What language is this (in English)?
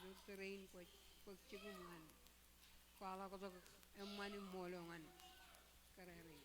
Marshallese